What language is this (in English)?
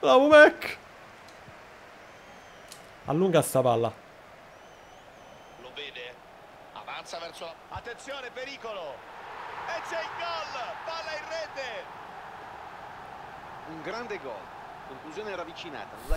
Italian